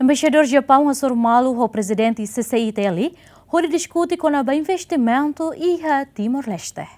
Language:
Tetum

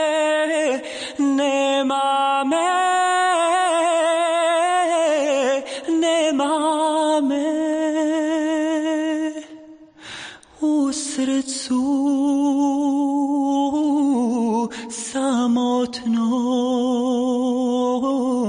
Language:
Bosnian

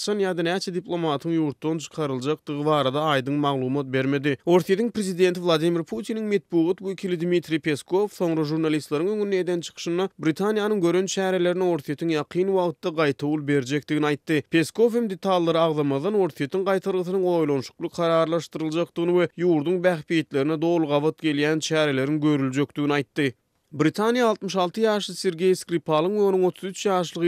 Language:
Turkmen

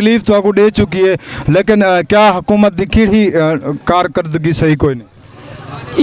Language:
Saraiki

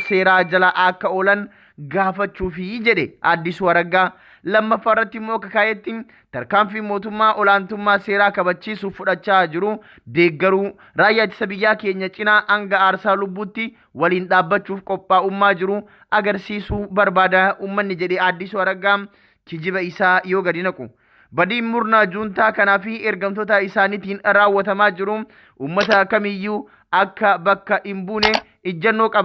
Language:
Oromo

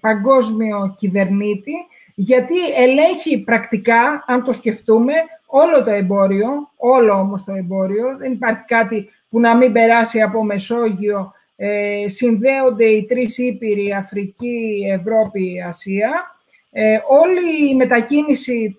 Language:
Greek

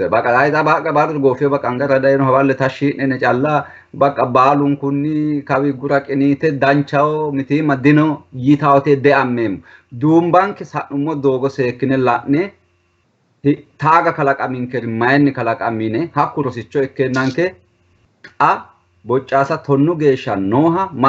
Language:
Sidamo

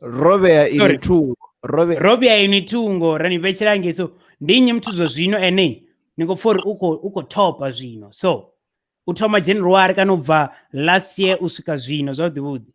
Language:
Venda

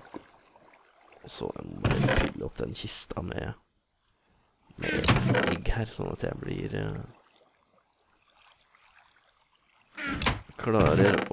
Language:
Norwegian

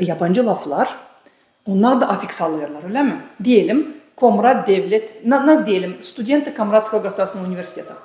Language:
Gagauz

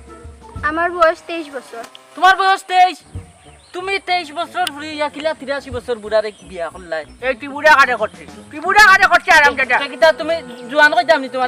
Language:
Sylheti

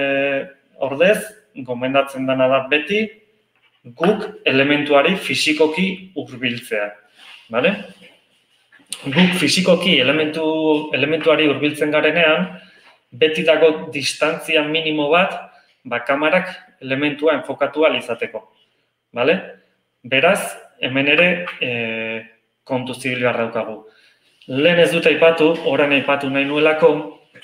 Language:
Basque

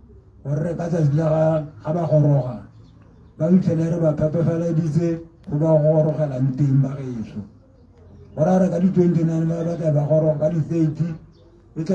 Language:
Tswana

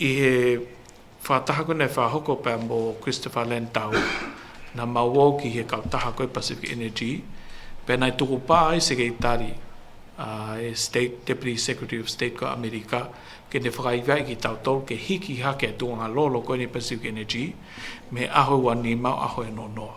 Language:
Tongan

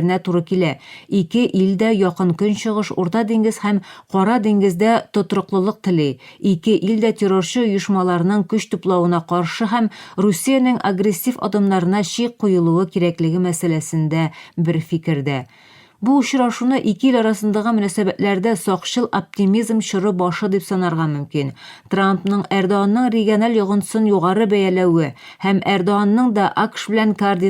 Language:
Tatar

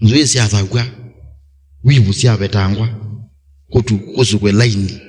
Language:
Kamba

